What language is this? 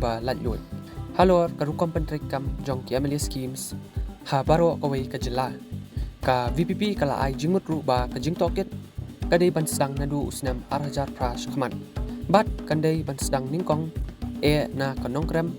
Khasi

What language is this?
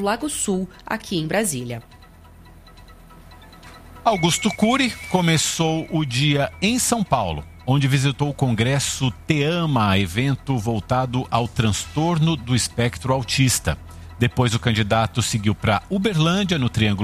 Portuguese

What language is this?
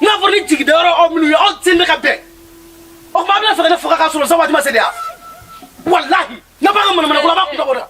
Bambara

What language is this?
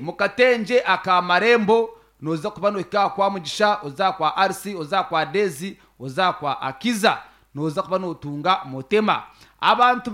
Nyankole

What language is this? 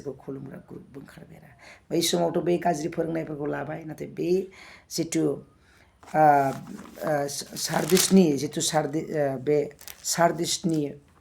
Bodo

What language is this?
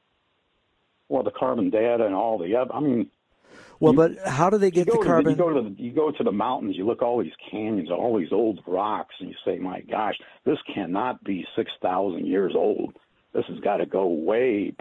English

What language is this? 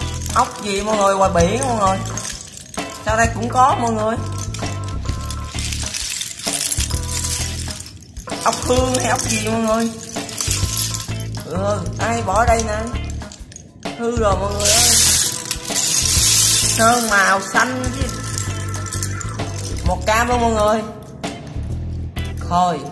Vietnamese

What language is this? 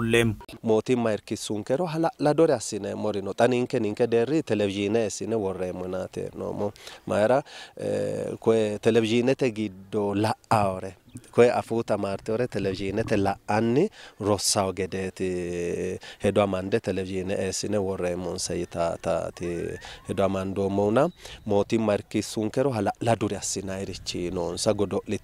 Sidamo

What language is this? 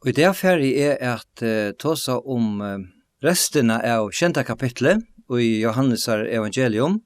Faroese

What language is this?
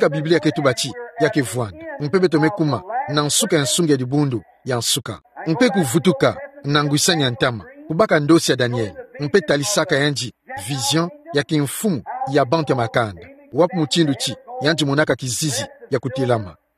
Kituba (Democratic Republic of Congo)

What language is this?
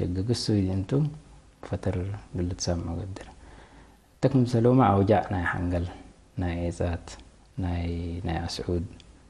Tigre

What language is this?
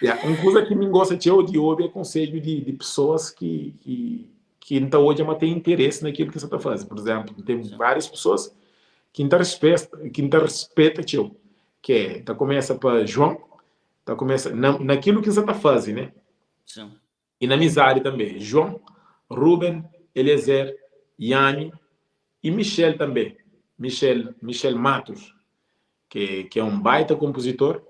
Kabuverdianu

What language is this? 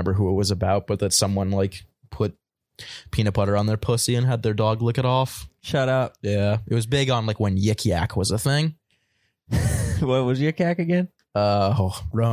English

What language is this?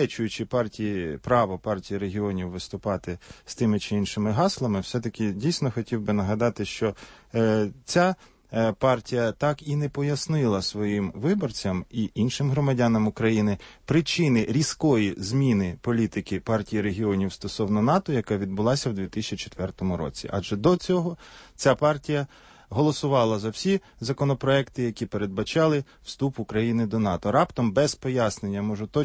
Ukrainian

